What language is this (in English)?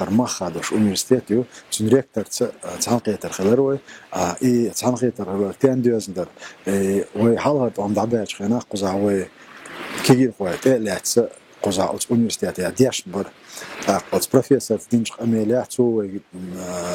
Chechen